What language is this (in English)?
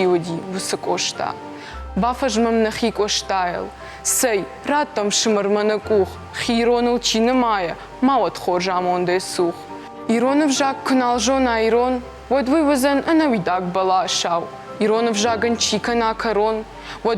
Ossetic